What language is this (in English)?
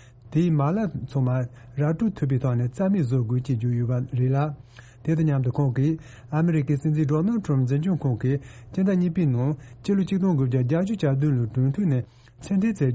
Tibetan